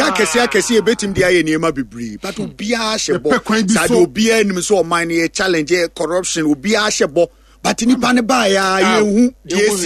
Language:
Akan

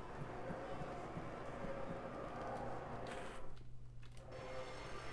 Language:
Polish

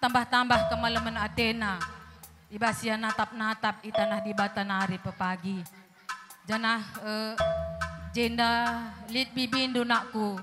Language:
Batak Karo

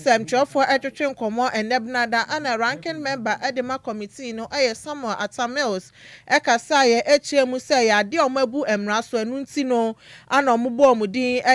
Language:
Akan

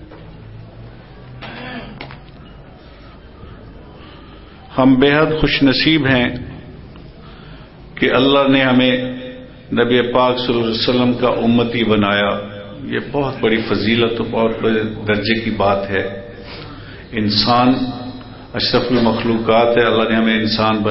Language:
Urdu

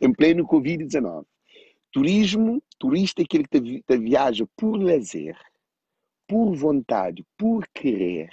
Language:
Kabuverdianu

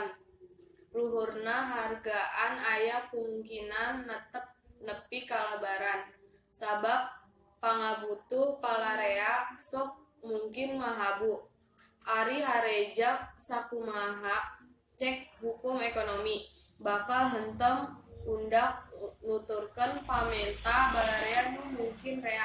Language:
Sundanese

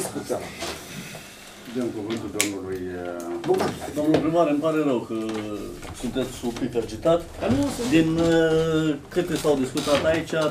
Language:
Romanian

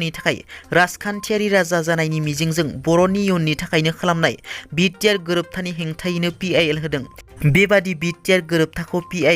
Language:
Bodo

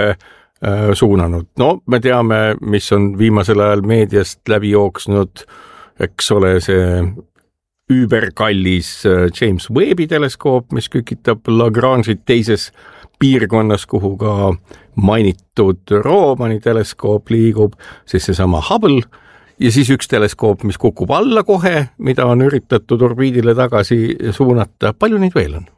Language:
Estonian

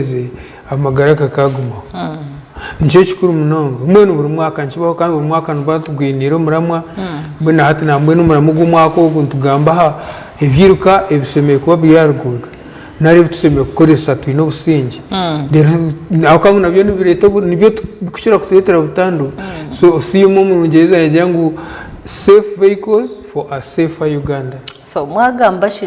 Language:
Nyankole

